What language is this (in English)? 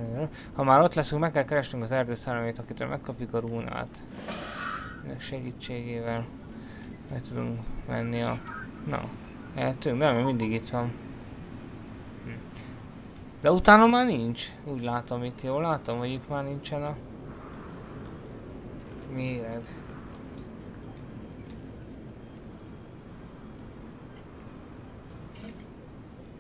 Hungarian